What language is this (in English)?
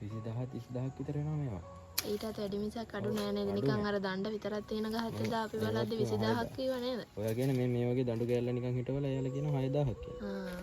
Sinhala